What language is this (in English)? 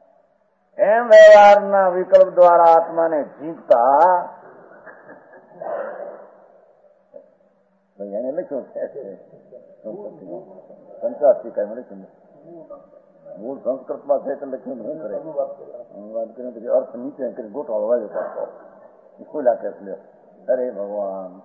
Gujarati